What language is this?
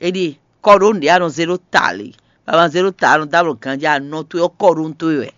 Fon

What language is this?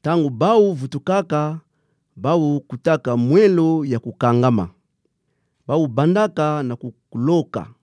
Kituba (Democratic Republic of Congo)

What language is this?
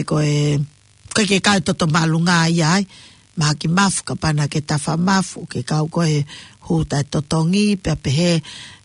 Tongan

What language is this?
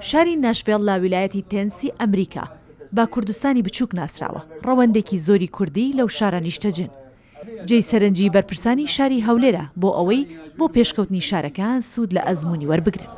Central Kurdish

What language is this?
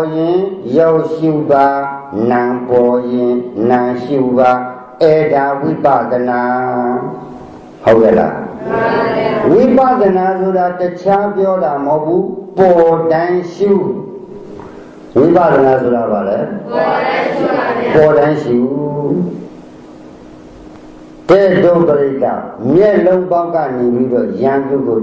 Burmese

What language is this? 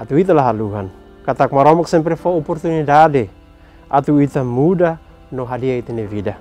Tetum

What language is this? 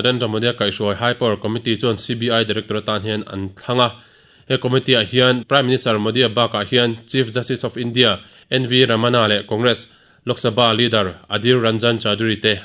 Mizo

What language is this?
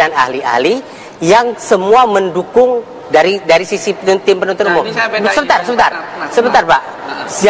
Indonesian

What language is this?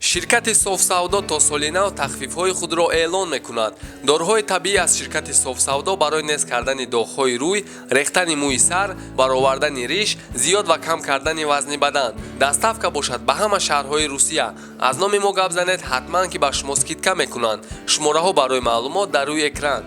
Tajik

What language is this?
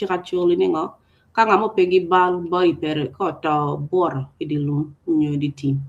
Acoli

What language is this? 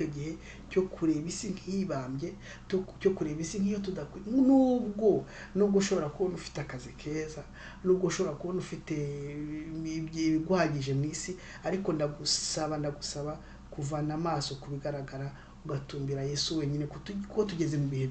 Kinyarwanda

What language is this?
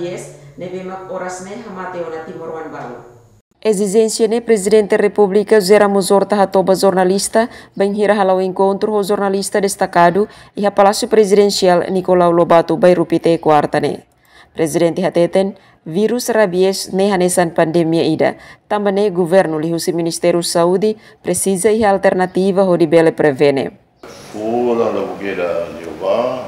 Tetum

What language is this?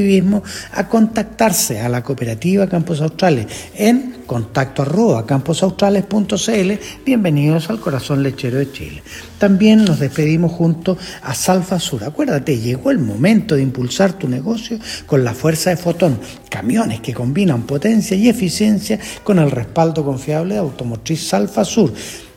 Spanish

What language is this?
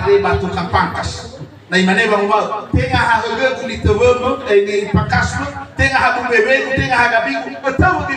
Nias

